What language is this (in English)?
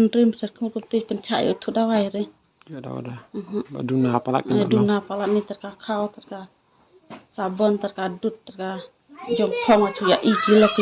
Khasi